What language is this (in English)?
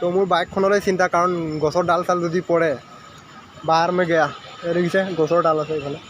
Assamese